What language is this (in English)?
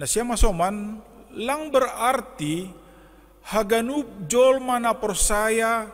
Batak Simalungun